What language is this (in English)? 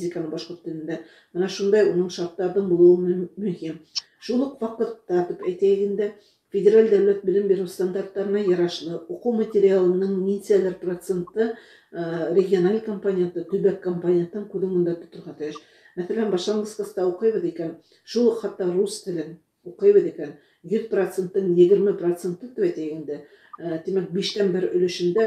Bashkir